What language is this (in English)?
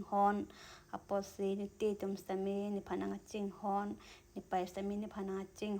Karbi